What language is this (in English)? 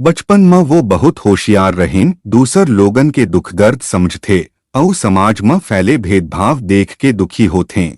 Chhattisgarhi